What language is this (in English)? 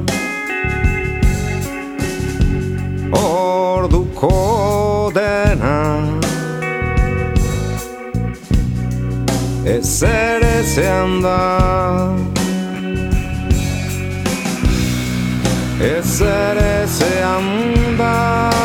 Basque